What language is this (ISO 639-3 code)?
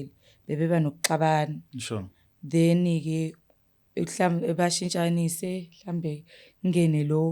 zul